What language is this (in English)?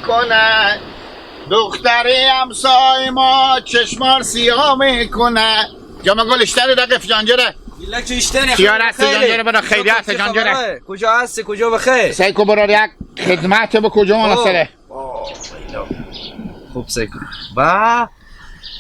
Hazaragi